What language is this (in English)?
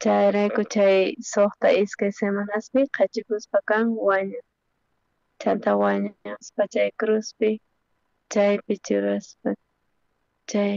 South Bolivian Quechua